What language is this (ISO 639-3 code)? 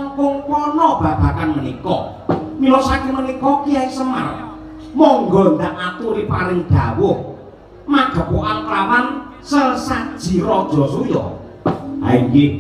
jav